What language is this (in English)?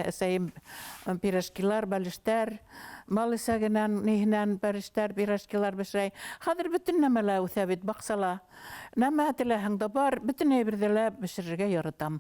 Bashkir